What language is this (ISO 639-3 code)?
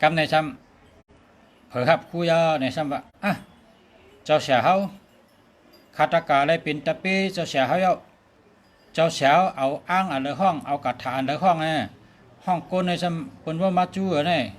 shn